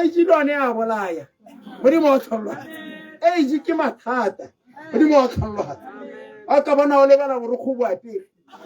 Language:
Tswana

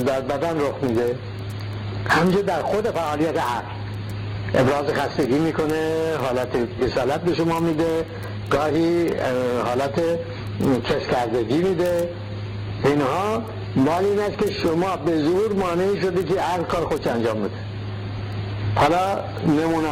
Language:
Persian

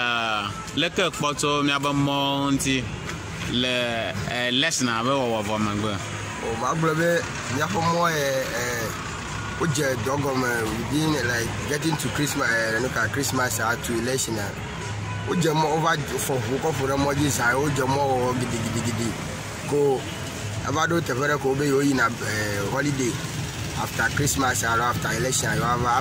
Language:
Ewe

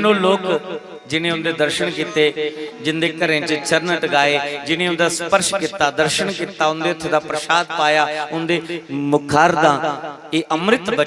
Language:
Dogri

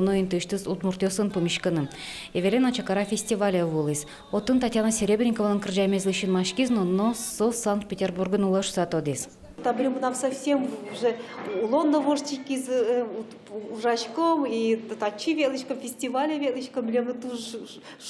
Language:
Udmurt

